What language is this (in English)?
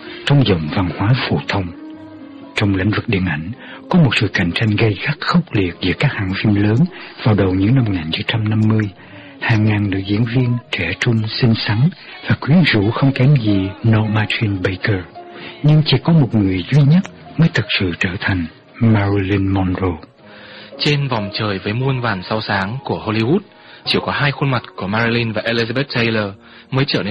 Vietnamese